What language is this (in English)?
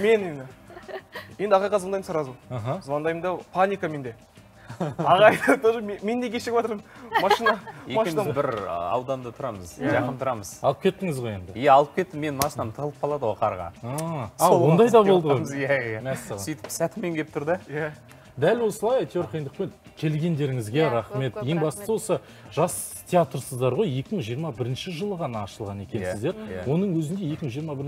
Kazakh